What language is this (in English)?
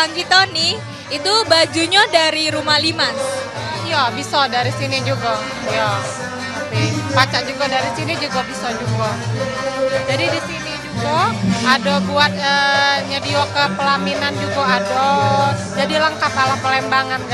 Musi